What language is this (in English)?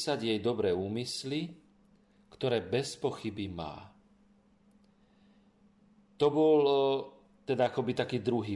Slovak